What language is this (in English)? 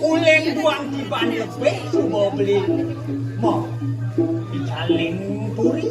Balinese